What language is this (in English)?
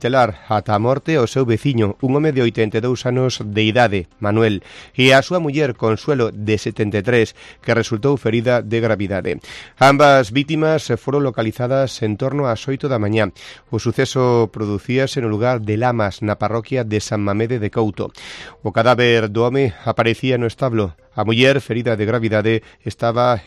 Galician